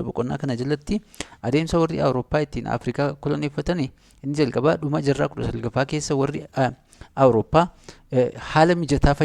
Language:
Oromo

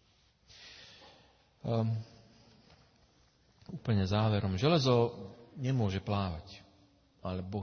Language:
Slovak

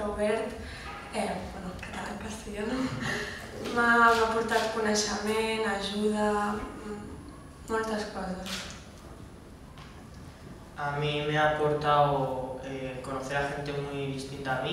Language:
Catalan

